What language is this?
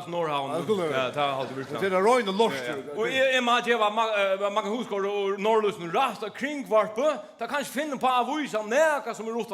Faroese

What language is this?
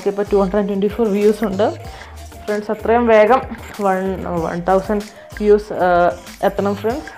Malayalam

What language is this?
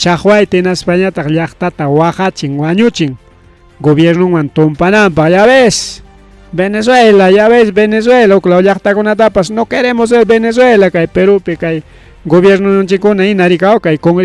Ayacucho Quechua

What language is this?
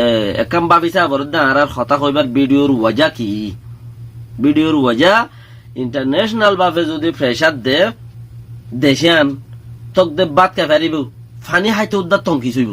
Rohingya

